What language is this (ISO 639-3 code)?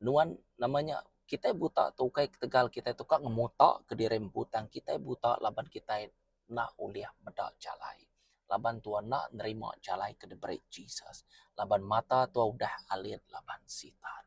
iba